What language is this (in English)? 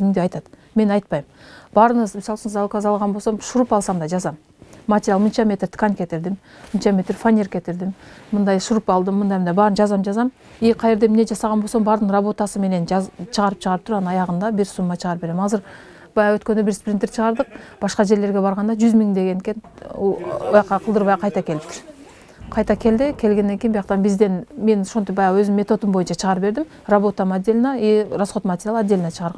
Kyrgyz